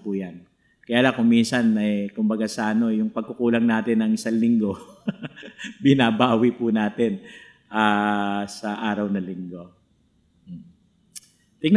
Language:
Filipino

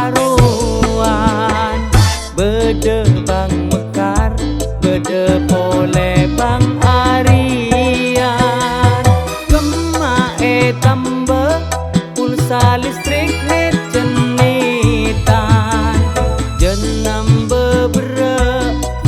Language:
Madurese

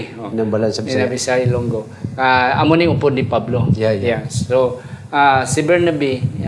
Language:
Hiligaynon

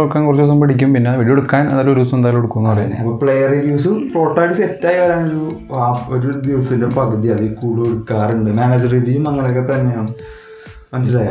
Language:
Malayalam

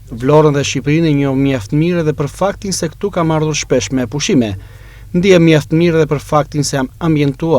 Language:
Albanian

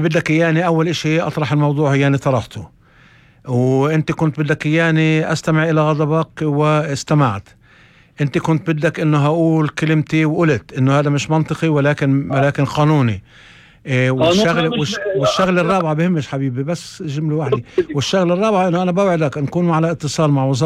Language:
North Levantine Arabic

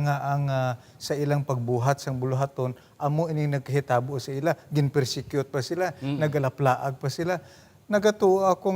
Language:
Hiligaynon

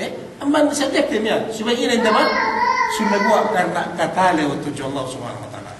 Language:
Yakan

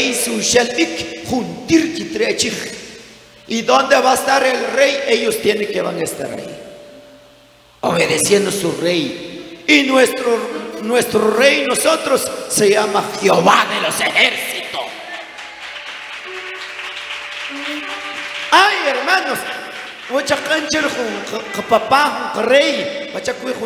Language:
Spanish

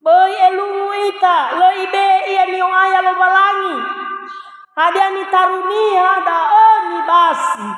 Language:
Nias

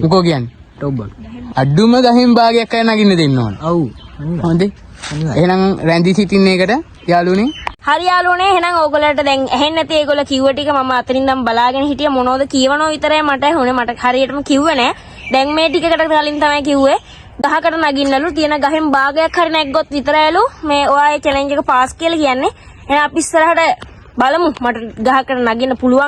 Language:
Sinhala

